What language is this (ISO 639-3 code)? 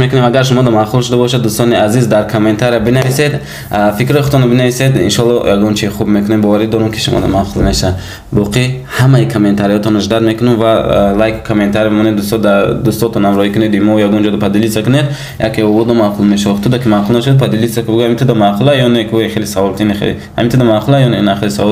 tgk